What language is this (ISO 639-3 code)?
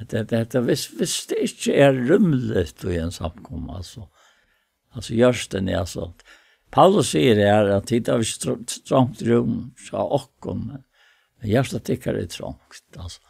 fao